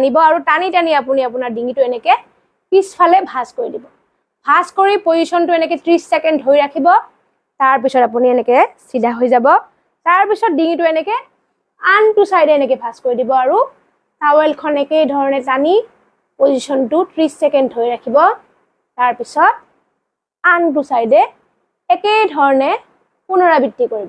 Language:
Assamese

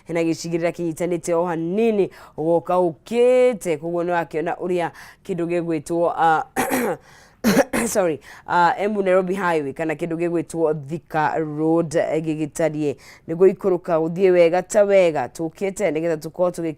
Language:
Kikuyu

